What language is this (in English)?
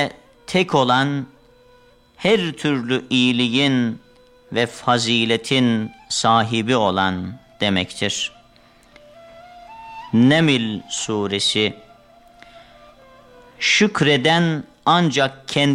Turkish